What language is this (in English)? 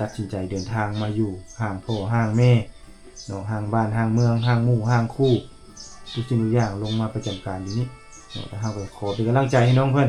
Lao